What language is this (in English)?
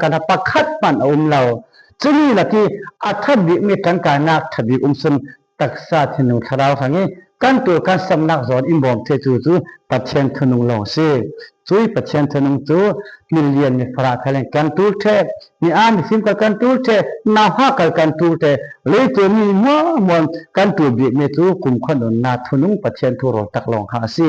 Falam Chin